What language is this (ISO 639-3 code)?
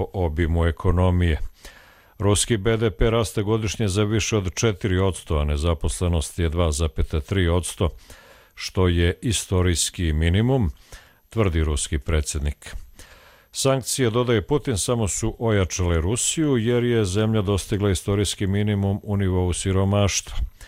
hrv